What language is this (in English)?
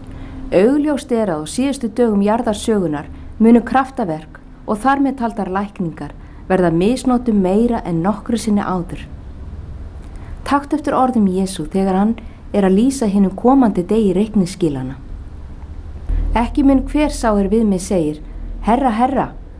Icelandic